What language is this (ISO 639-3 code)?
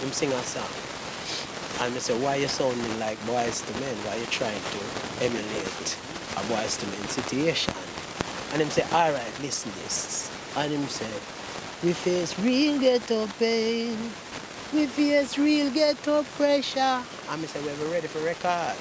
jam